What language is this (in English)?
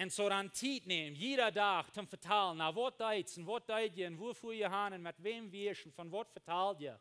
Plautdietsch